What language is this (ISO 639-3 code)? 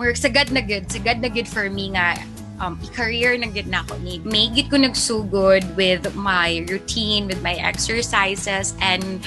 ceb